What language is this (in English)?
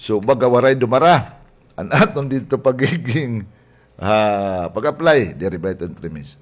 Waray